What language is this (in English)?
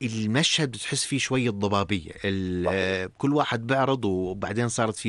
North Levantine Arabic